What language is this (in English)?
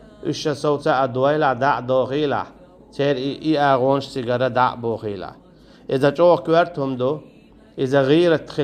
Chechen